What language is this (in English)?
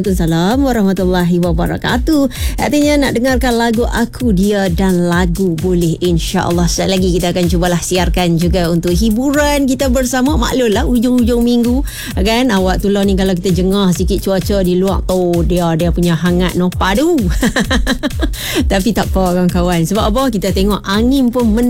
Malay